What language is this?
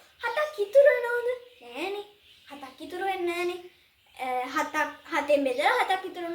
Sinhala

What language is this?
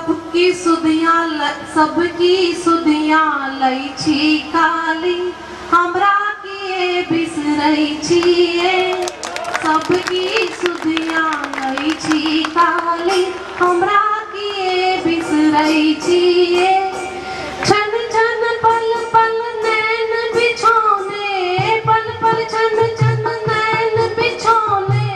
Maithili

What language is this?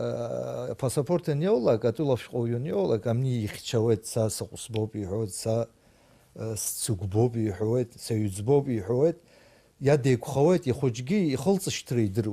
Abkhazian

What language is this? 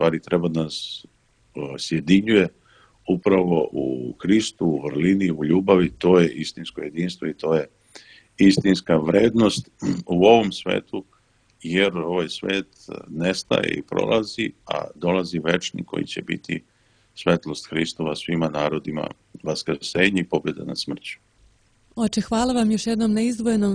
Serbian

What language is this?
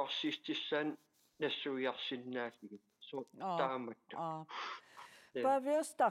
Kalaallisut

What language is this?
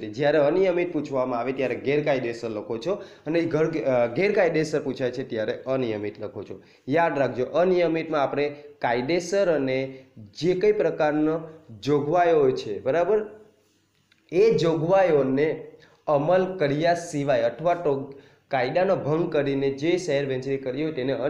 Gujarati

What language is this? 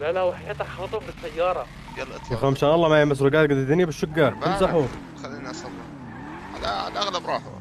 North Levantine Arabic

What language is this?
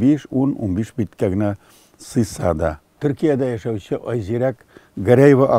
Tatar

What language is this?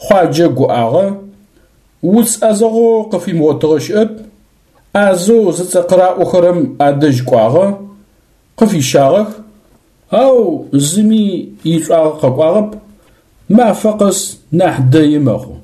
Adyghe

